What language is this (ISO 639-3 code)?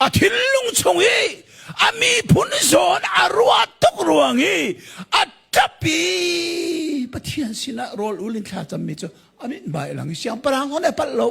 cnh